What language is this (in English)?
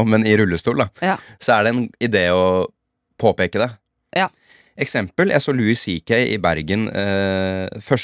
Norwegian